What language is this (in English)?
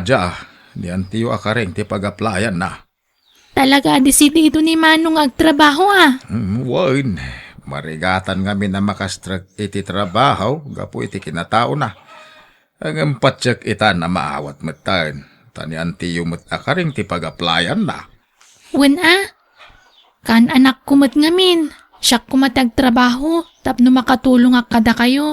Iloko